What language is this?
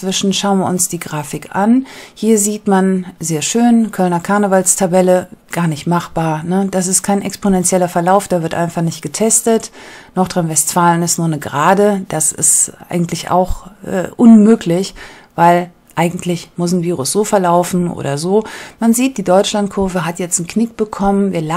German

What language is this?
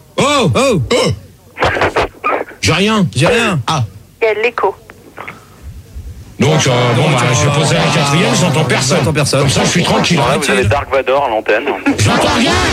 French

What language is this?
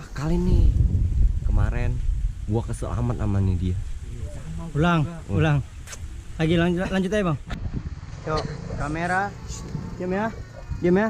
Betawi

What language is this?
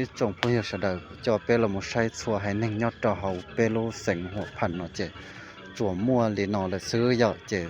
Hmong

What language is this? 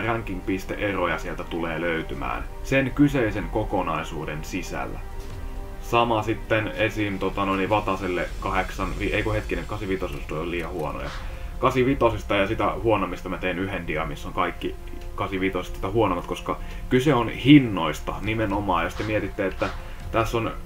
Finnish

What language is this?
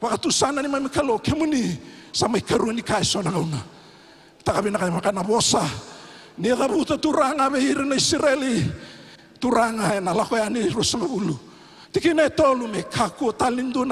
Fijian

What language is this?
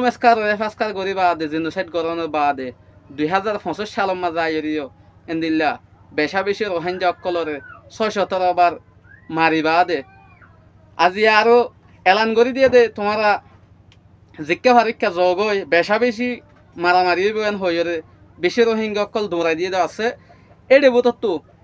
Rohingya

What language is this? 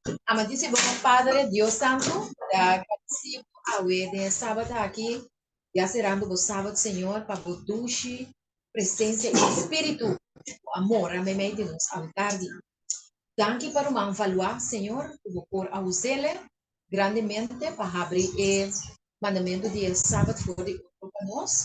Papiamento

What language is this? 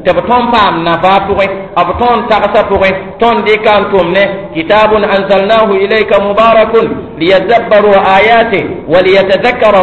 Mossi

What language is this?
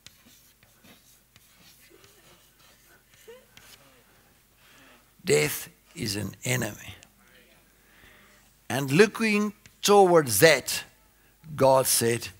English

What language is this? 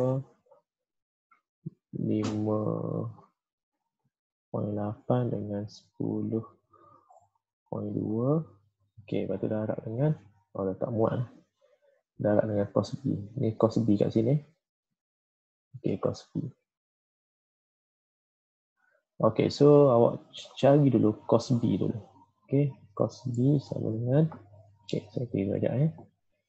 Malay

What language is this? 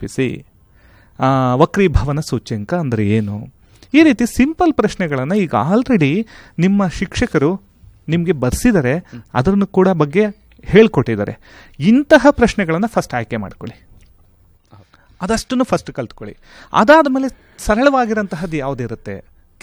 Kannada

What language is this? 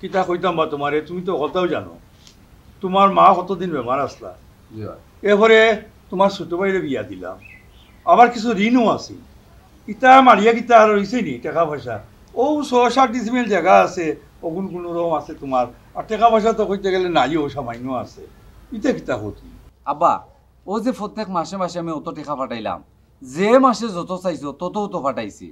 Sylheti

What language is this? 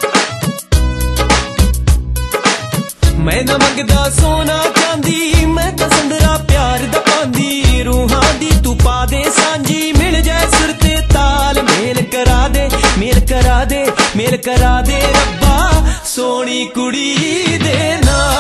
Punjabi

